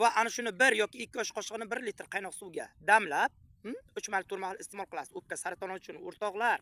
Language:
Uzbek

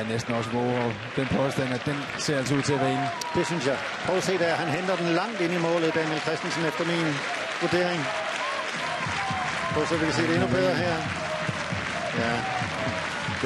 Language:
Danish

